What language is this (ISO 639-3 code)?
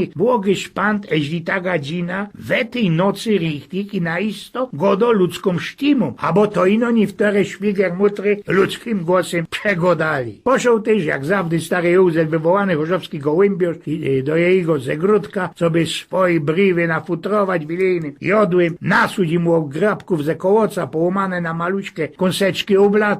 szl